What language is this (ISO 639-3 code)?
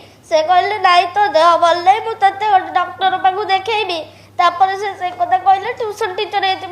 ori